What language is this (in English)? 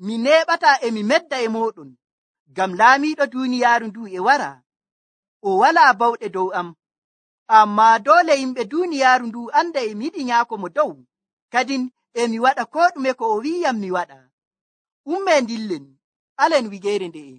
Nigerian Fulfulde